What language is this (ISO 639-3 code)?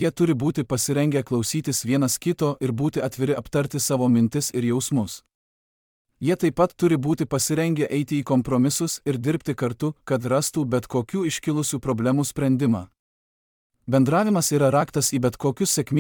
lit